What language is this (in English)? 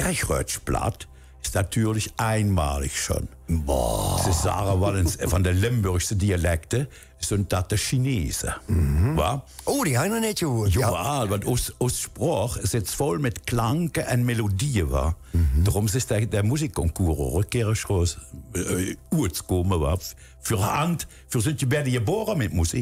Limburgish